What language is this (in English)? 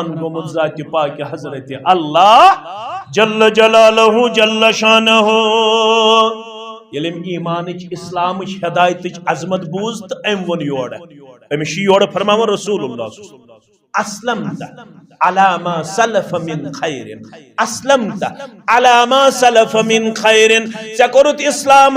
Kashmiri